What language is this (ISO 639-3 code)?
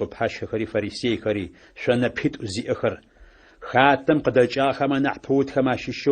ady